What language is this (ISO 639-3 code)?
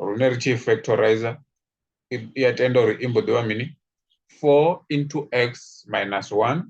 ven